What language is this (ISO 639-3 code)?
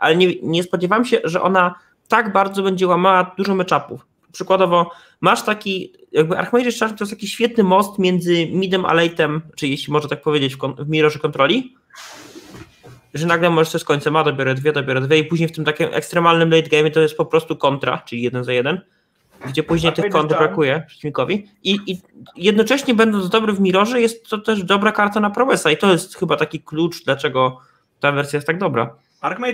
pol